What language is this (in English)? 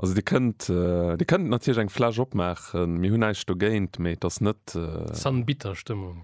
Luxembourgish